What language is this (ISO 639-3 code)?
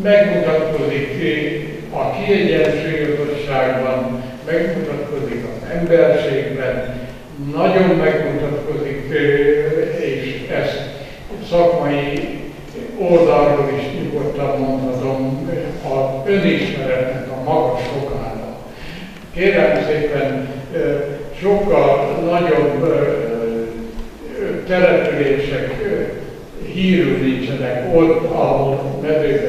hun